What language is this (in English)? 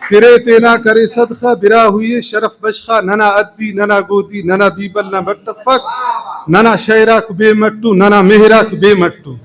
Brahui